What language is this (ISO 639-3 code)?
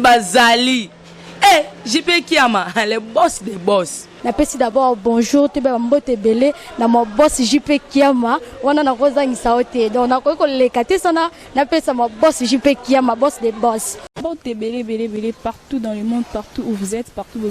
lin